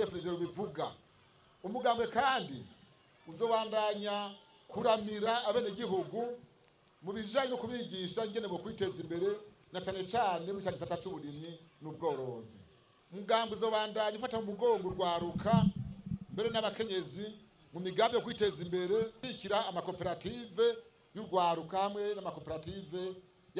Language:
Rundi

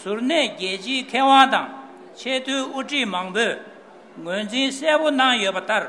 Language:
Tibetan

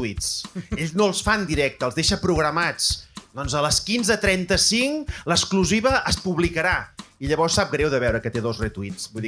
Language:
Catalan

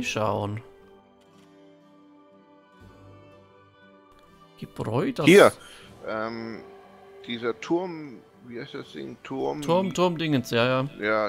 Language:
German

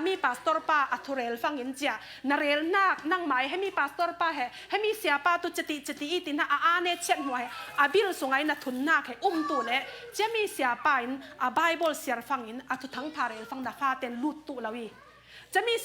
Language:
Falam Chin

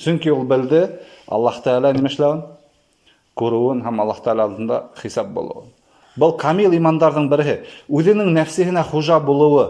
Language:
Bashkir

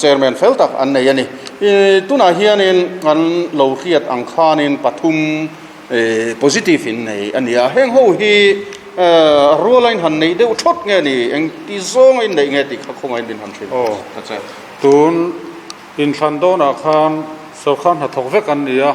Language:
Mizo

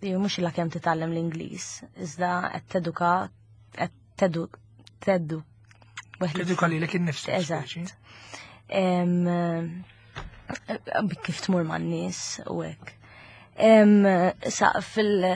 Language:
Maltese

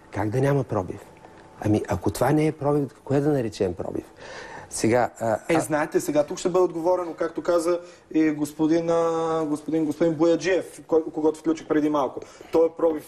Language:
Bulgarian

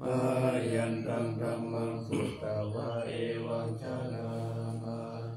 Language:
Pali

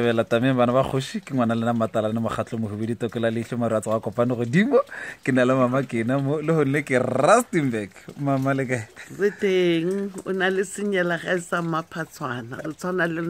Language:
Northern Sotho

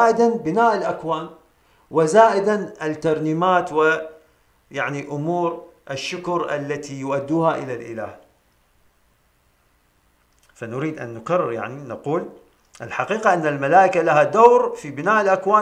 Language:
Arabic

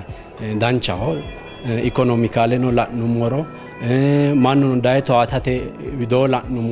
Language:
Sidamo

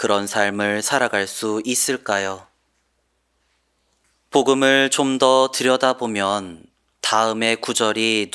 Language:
Korean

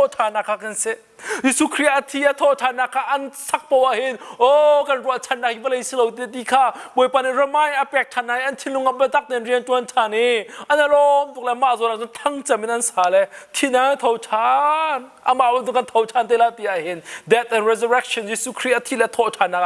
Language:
Hakha Chin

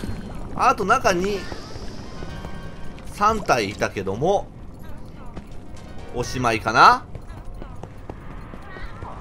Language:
Japanese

